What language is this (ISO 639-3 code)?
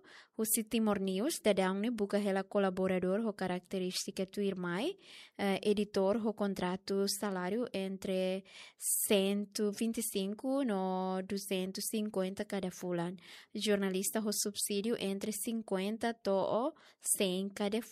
tet